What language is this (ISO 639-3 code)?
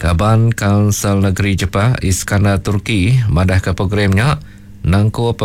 iba